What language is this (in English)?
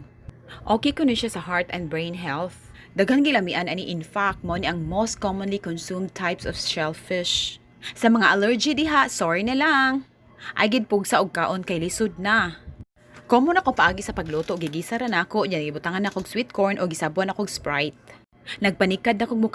Cebuano